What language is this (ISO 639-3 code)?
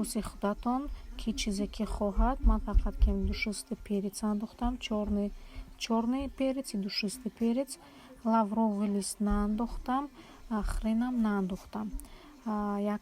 tgk